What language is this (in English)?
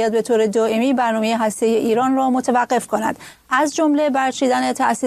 Persian